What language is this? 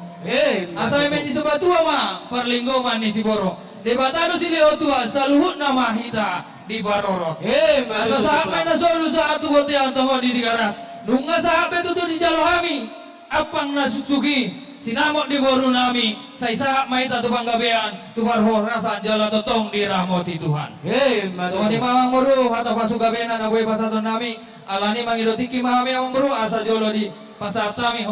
Batak Toba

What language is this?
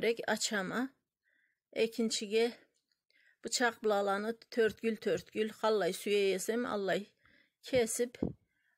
Karachay-Balkar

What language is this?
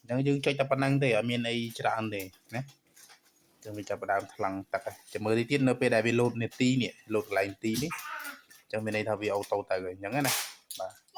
Khmer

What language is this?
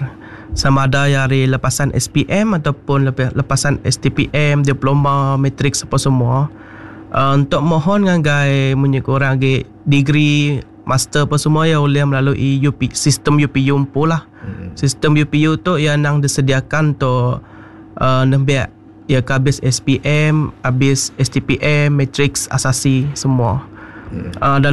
Iban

